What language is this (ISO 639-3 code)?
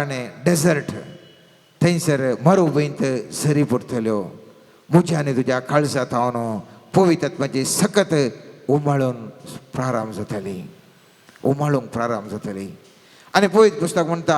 kok